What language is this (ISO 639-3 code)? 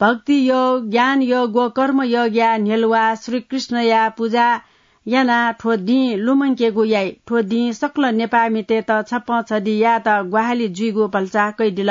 new